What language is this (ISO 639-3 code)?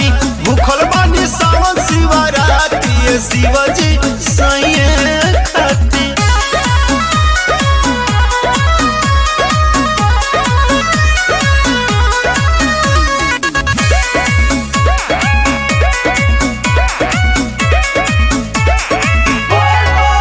bho